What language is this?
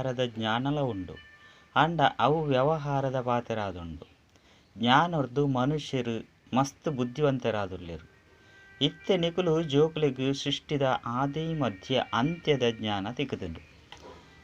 Tulu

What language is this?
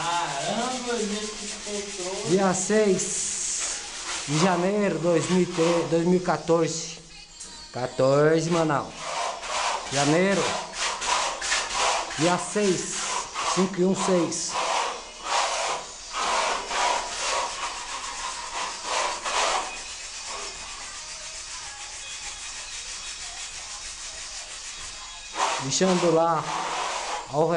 Portuguese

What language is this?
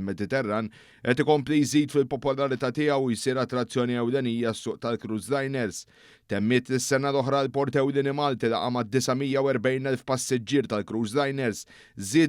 Maltese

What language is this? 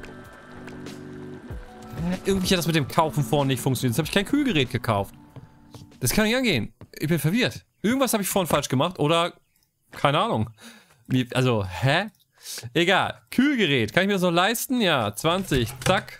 German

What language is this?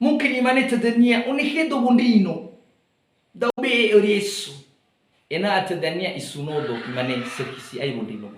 Nias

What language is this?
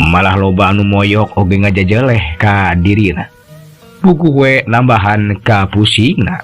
Sundanese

